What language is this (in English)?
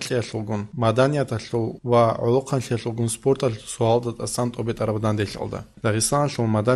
Avaric